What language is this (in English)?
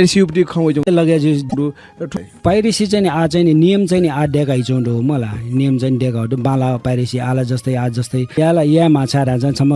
Newari